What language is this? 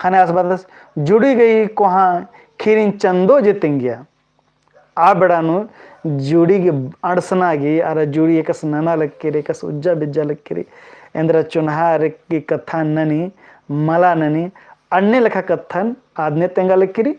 Kurukh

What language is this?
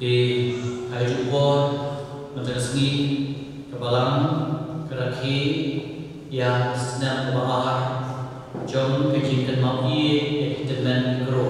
Khasi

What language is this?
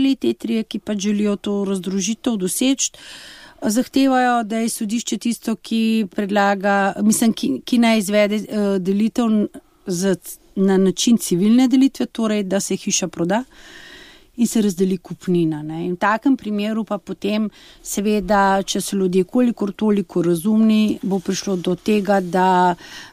Slovenian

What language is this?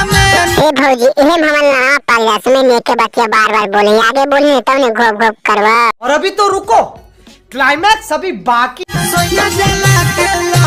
Magahi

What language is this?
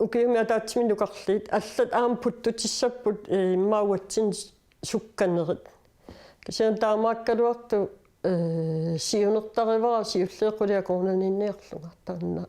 Kalaallisut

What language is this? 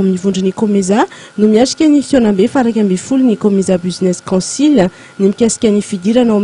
Malagasy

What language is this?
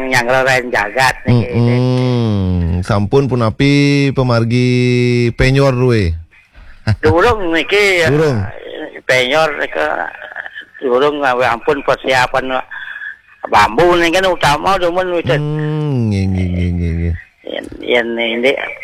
Balinese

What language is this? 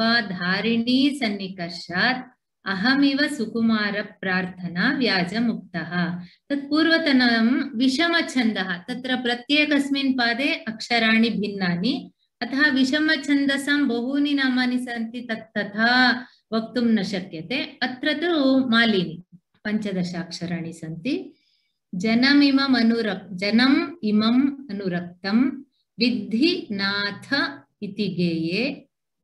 Sanskrit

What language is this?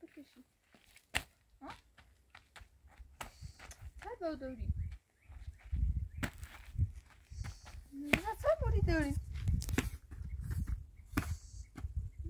Persian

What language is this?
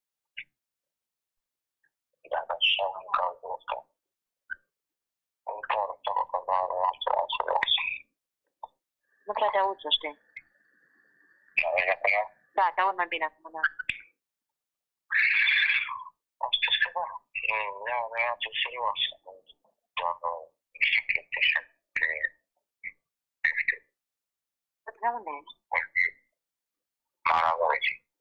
Romanian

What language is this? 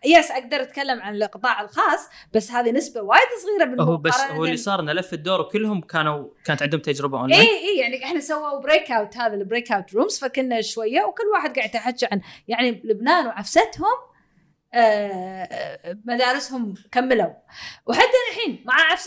Gulf Arabic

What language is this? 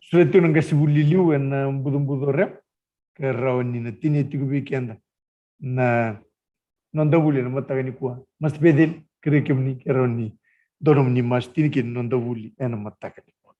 Fijian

